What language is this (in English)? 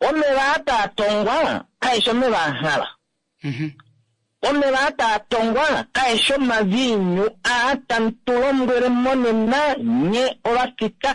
Kuanyama